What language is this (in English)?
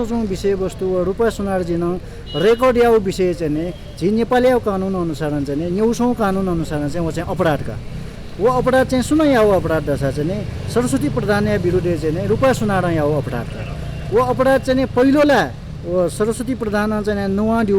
Newari